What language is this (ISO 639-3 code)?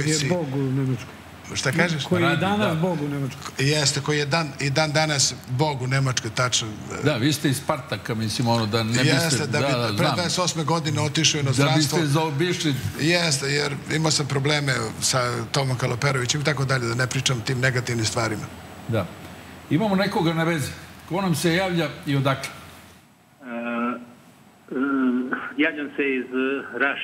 srp